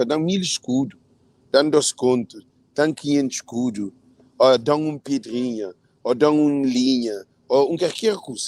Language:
Kabuverdianu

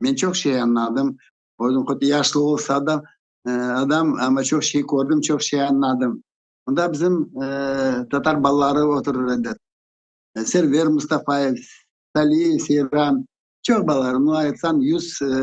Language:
Crimean Tatar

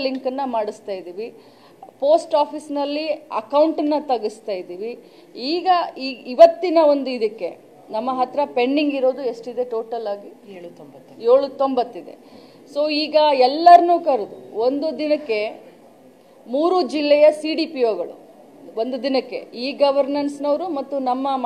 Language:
Kannada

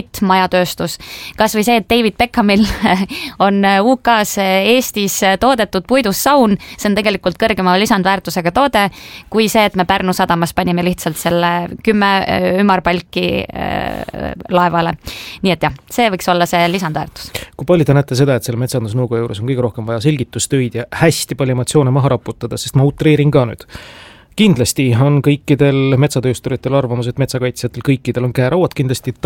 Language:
Estonian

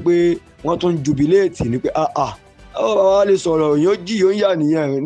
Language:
Yoruba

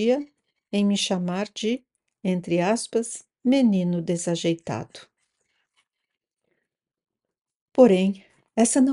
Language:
Portuguese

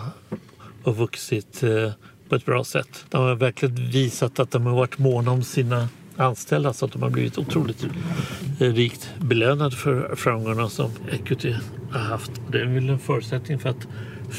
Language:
Swedish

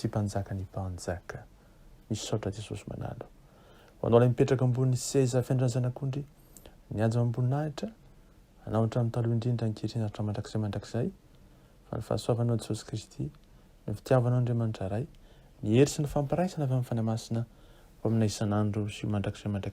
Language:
Malagasy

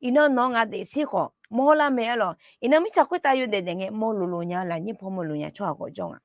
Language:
Akha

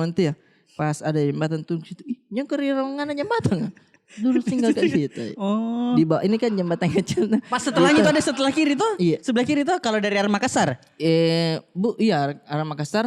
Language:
Makassar Malay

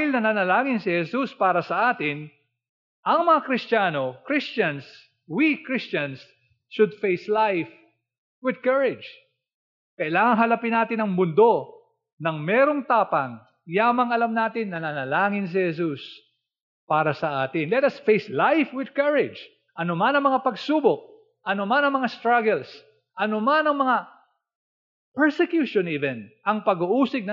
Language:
Filipino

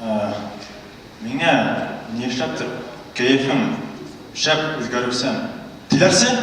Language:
Bashkir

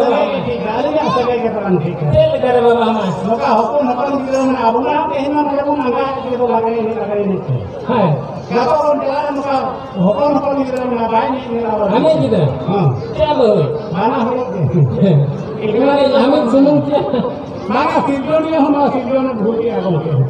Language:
Santali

